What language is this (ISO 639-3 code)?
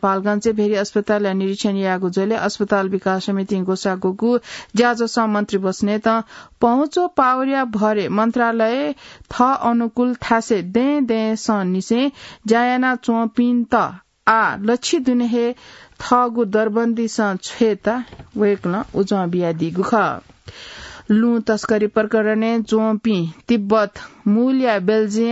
new